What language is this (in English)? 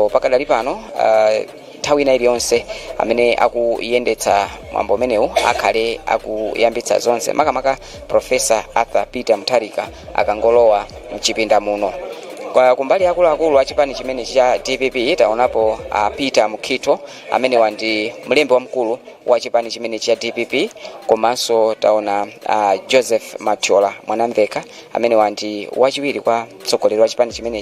Nyanja